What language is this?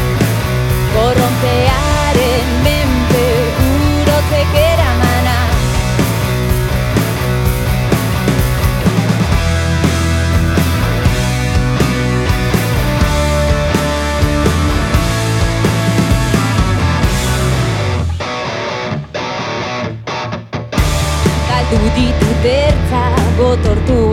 Basque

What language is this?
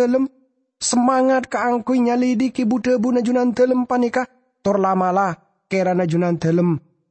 Madurese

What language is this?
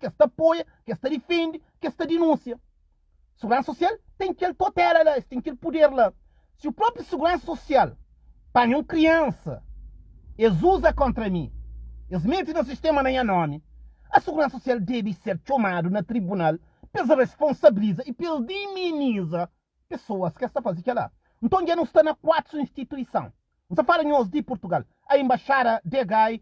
Kabuverdianu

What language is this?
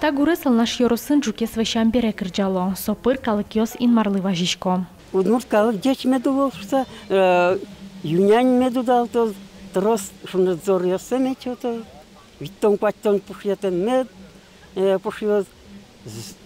Udmurt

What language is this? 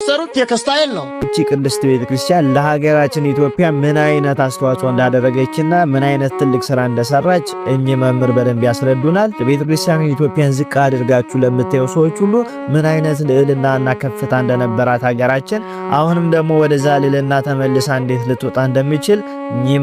Amharic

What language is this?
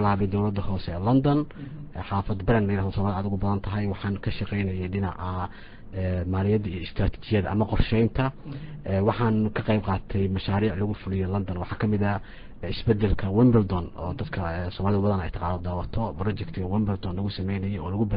Somali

